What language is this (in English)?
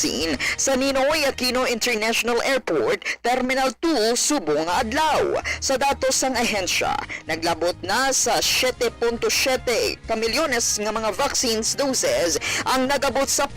Hiligaynon